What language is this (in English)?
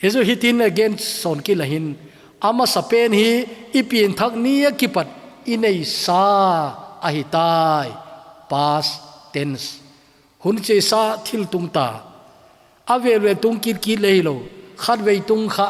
Thado Chin